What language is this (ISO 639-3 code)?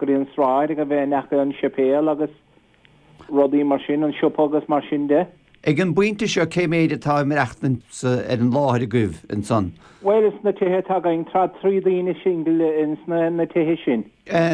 gle